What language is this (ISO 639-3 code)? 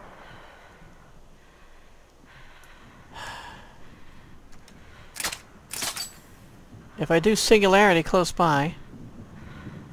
eng